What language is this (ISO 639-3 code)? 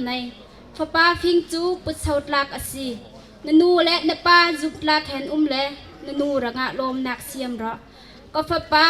bgr